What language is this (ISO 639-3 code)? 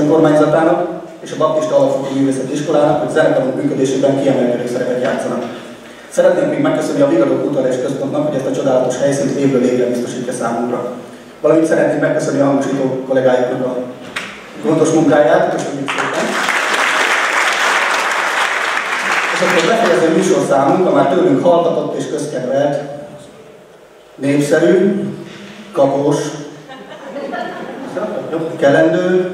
hun